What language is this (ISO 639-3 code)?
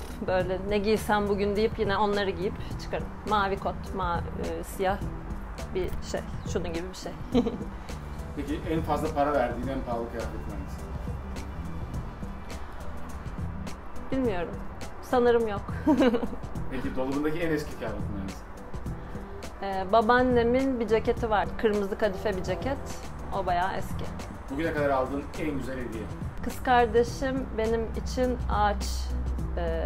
tur